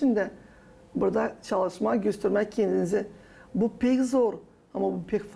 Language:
Gagauz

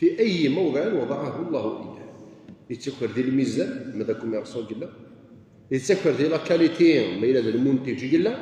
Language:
Kabyle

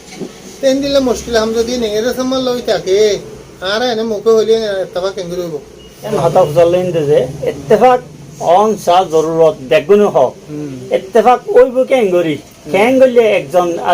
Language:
Rohingya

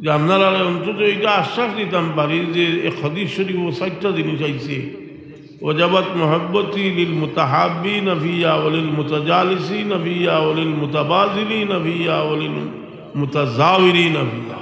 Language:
Sylheti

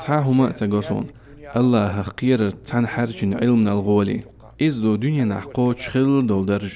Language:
Chechen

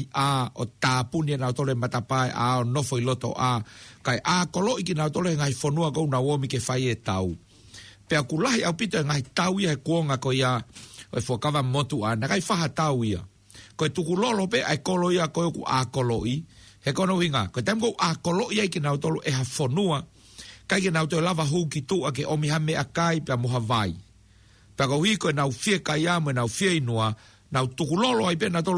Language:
Tongan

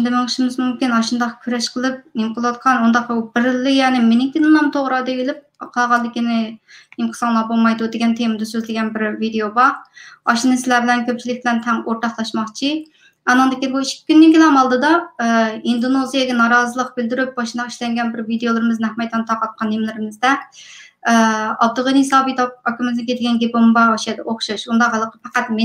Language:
Uyghur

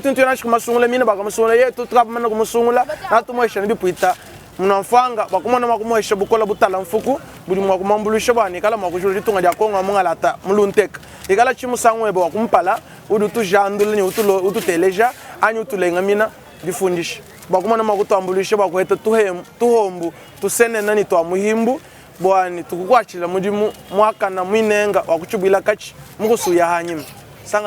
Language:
Luba-Lulua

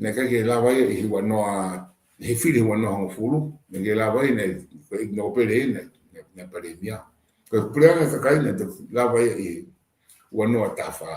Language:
Tongan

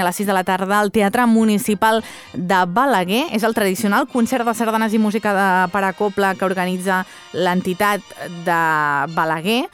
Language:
Catalan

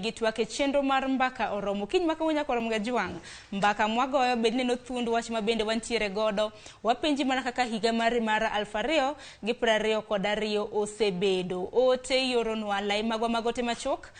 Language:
Luo (Kenya and Tanzania)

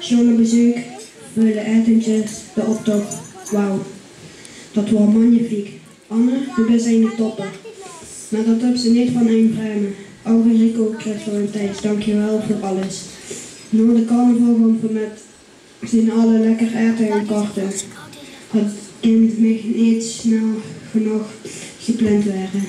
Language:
Limburgish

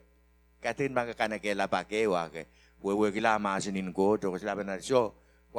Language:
Pohnpeian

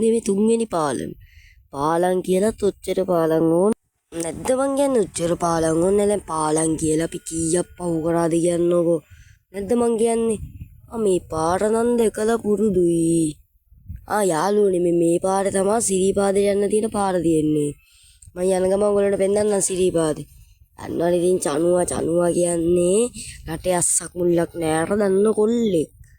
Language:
Sinhala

